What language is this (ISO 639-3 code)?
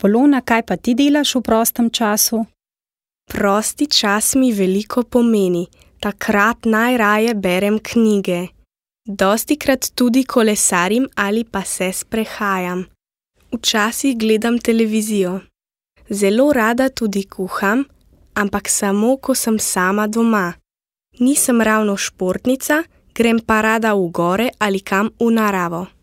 slv